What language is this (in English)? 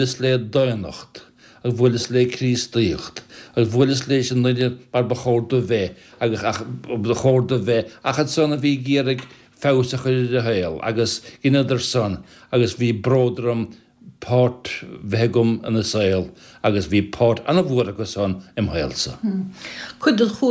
Irish